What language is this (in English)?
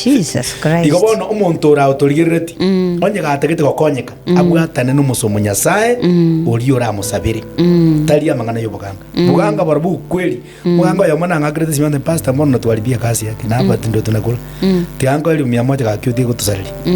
Gusii